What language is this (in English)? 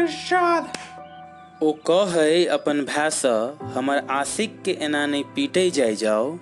Maithili